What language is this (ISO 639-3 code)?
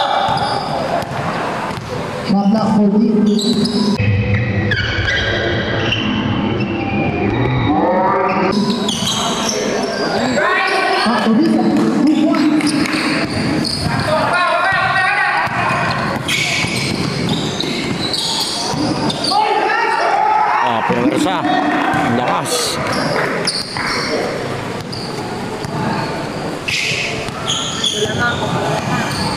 fil